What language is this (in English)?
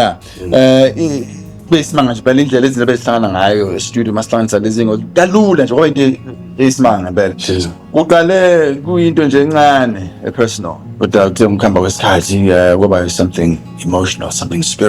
Zulu